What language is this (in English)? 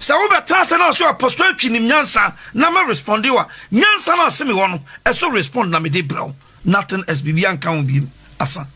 Akan